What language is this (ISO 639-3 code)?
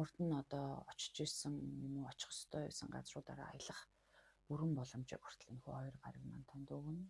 mon